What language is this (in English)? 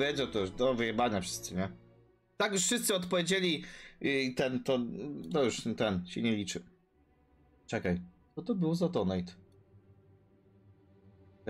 Polish